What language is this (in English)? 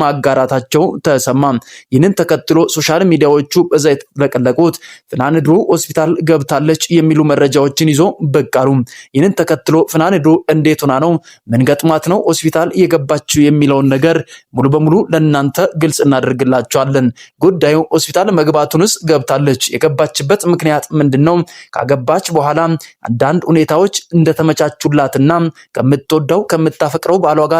Amharic